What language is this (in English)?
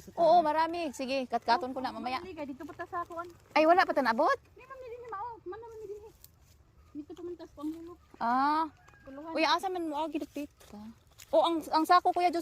Cebuano